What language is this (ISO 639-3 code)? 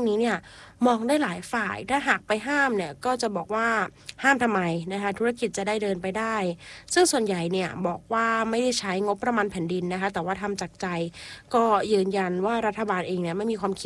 tha